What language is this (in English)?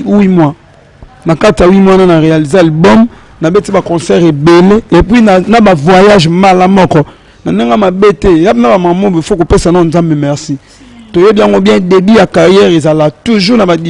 Lingala